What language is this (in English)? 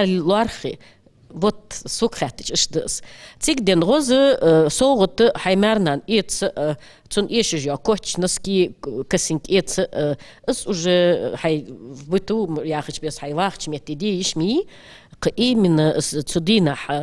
Ingush